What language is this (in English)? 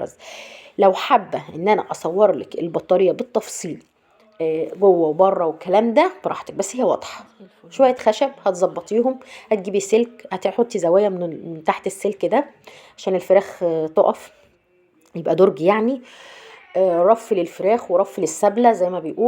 Egyptian Arabic